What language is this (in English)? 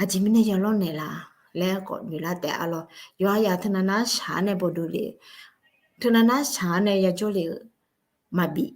Akha